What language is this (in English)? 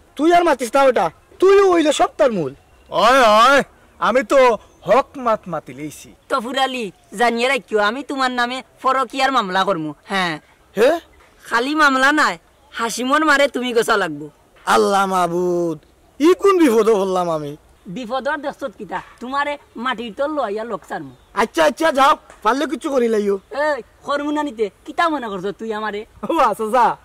Sylheti